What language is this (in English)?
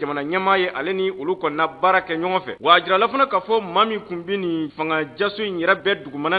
Bambara